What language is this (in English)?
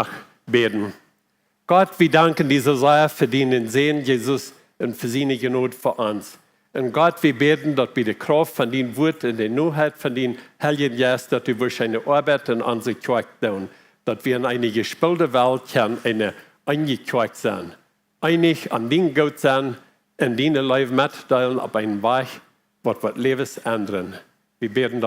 Plautdietsch